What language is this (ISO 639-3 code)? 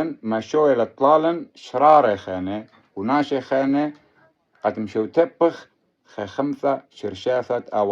aii